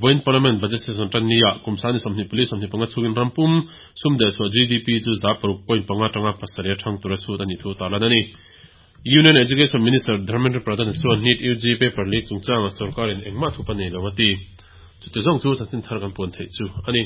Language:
Mizo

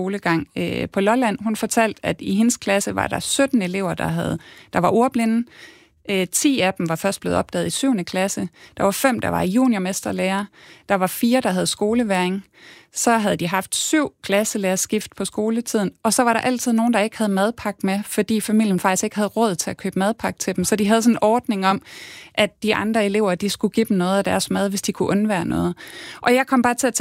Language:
Danish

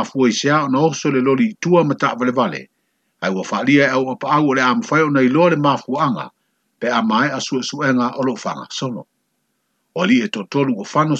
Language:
Samoan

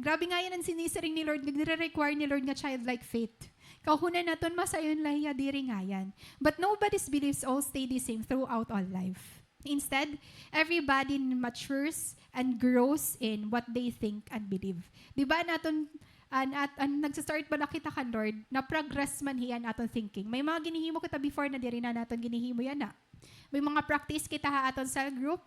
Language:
Waray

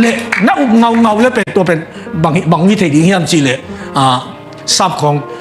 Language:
Tedim Chin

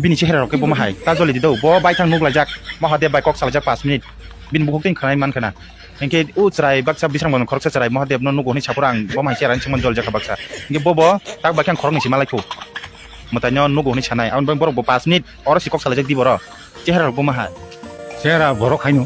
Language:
Kok Borok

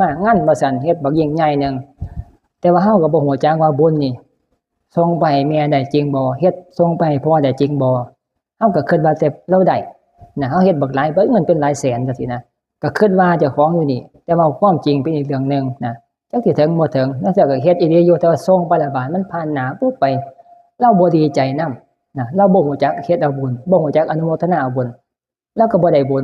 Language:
Northeastern Thai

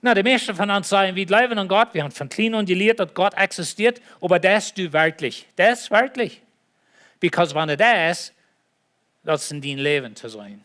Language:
Plautdietsch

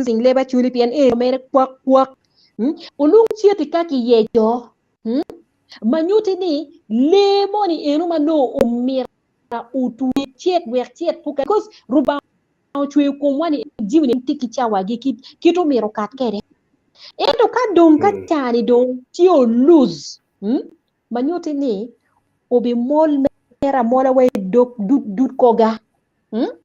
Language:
Acoli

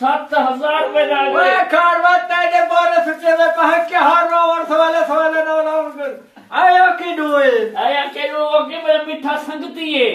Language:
Saraiki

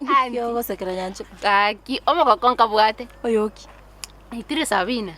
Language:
Gusii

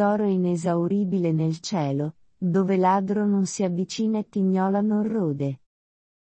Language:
Italian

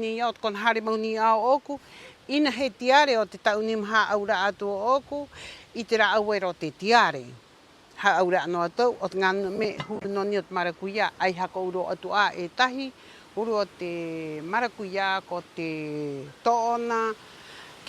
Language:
Rapanui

